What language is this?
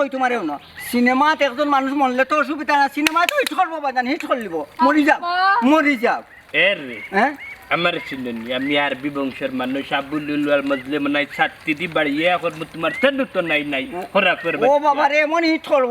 Sylheti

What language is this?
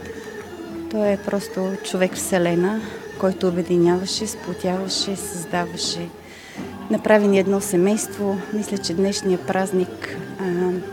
Bulgarian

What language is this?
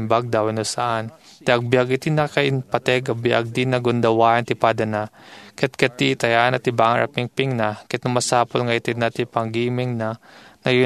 Iloko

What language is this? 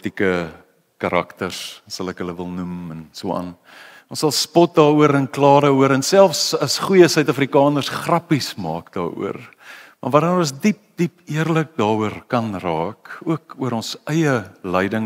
Afrikaans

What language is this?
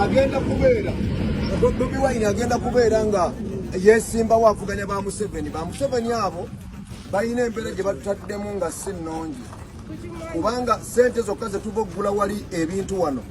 Ganda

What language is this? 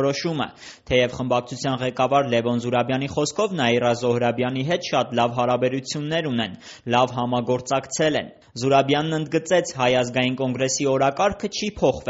Armenian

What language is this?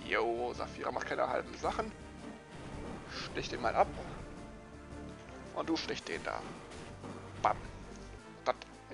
German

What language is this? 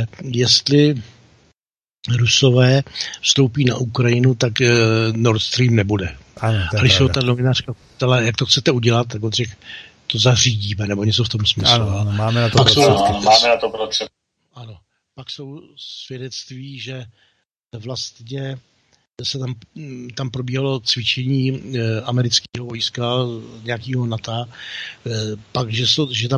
Czech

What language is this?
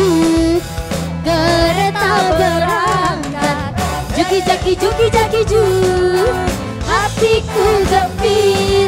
Musi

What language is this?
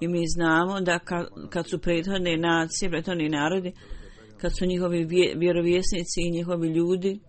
Bosnian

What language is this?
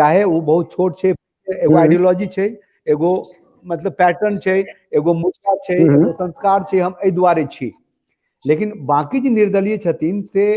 Maithili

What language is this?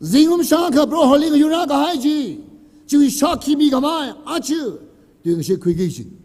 Tangkhul Naga (India)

